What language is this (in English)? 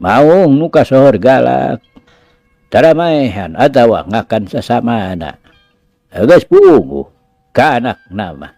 Sundanese